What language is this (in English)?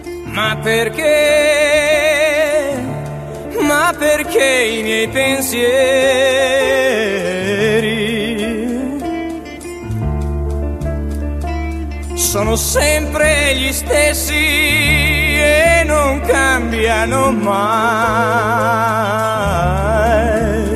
Italian